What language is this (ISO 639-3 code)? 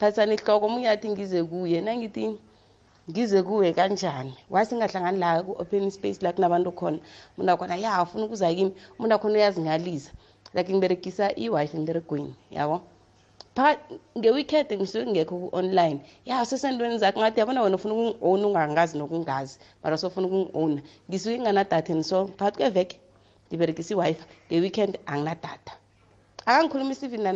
nbl